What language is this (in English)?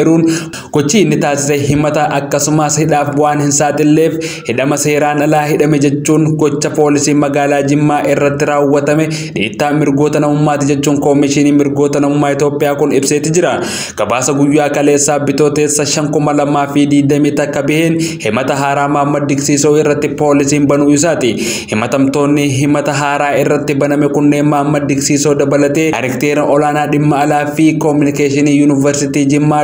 Oromo